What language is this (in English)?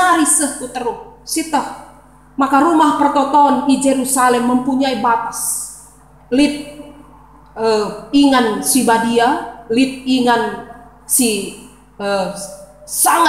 Batak Karo